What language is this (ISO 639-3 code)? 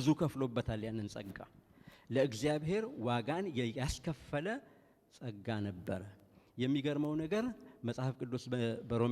amh